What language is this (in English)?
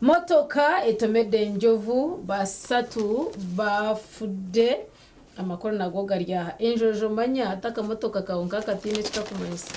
Nyankole